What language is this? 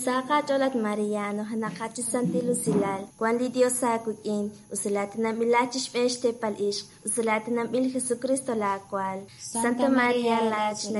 Kekchí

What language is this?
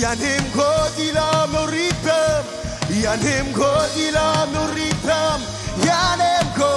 Marshallese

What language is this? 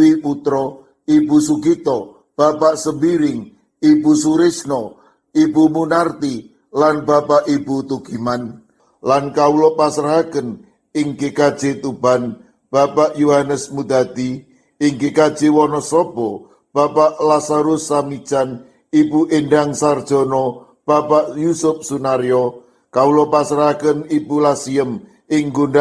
Javanese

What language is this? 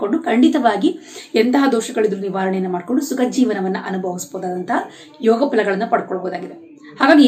Kannada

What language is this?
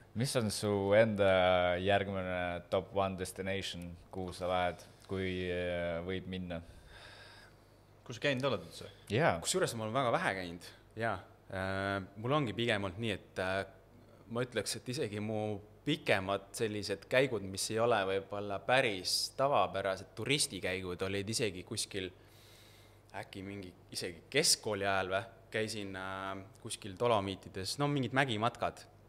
Estonian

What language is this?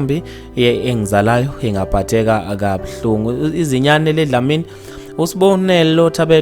Zulu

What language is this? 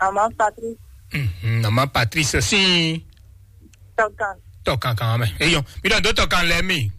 Fon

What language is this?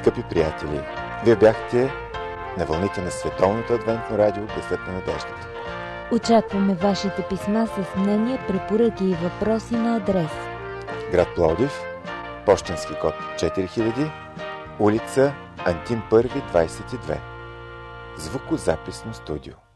Bulgarian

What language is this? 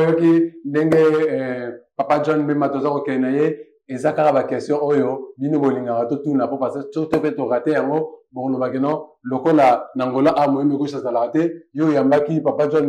Lingala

